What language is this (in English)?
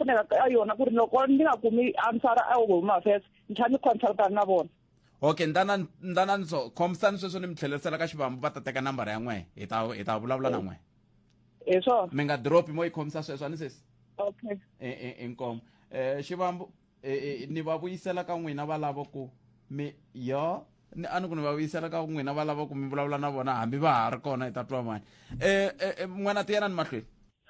Tsonga